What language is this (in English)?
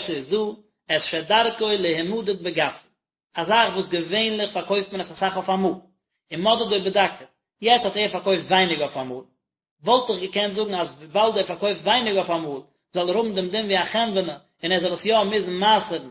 Yiddish